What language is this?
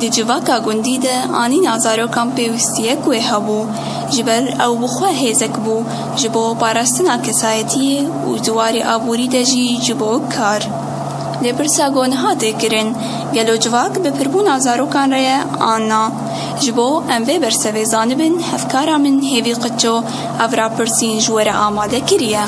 Kurdish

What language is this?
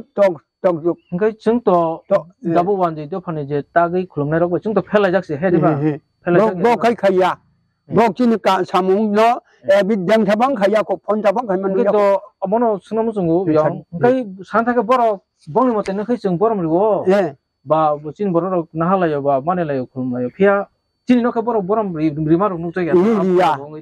Kok Borok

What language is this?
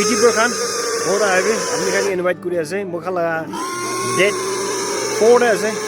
Naga Pidgin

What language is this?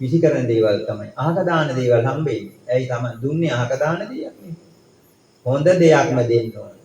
Sinhala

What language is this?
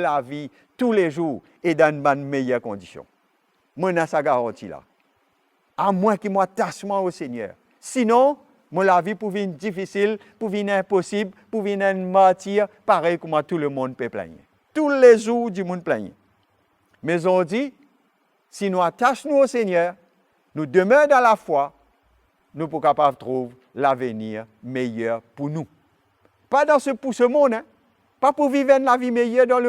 Morisyen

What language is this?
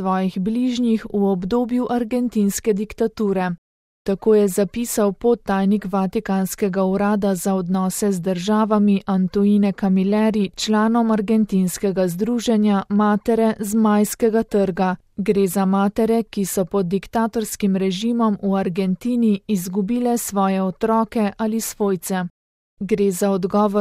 Slovenian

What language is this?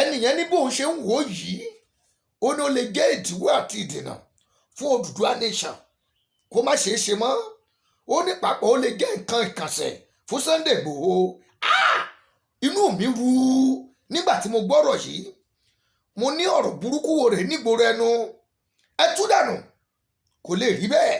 Yoruba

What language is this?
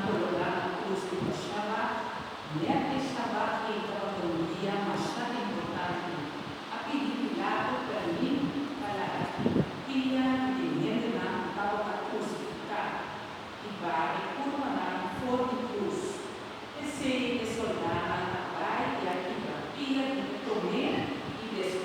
Papiamento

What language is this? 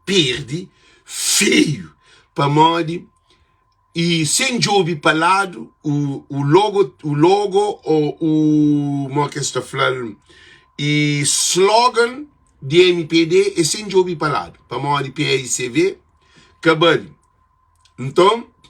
Kabuverdianu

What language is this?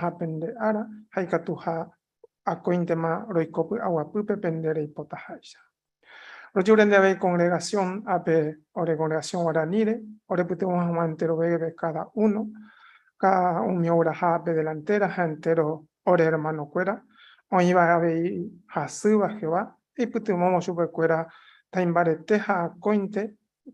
Guarani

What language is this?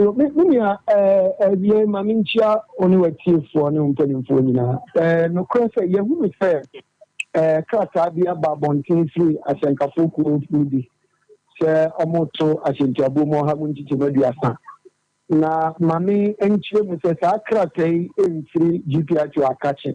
Akan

